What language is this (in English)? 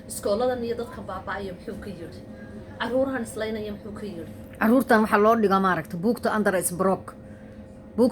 Somali